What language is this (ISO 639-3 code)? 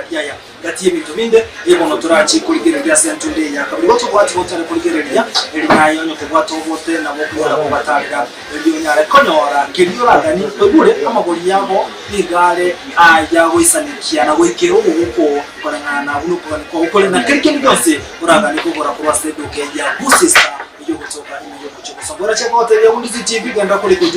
guz